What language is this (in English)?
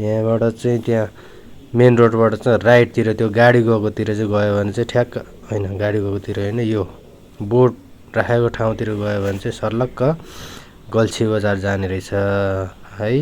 Nepali